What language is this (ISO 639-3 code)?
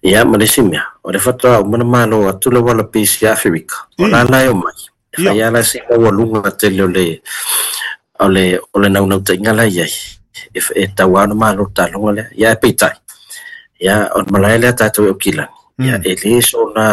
smo